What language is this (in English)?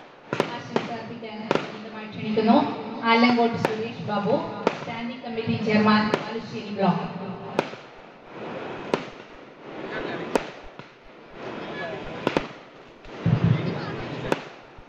Malayalam